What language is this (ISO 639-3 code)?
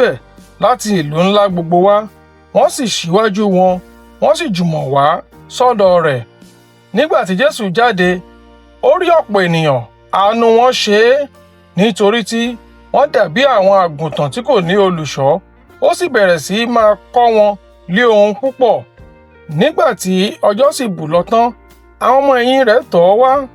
yor